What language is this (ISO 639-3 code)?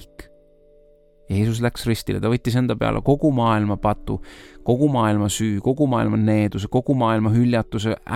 est